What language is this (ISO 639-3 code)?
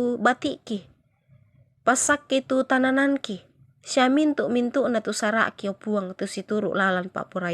sda